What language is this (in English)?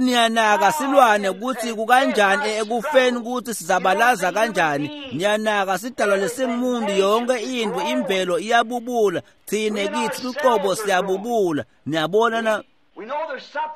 Swati